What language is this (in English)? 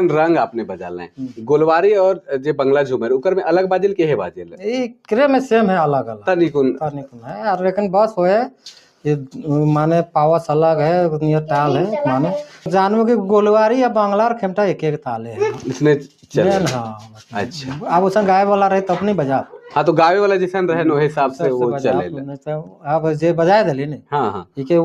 Sadri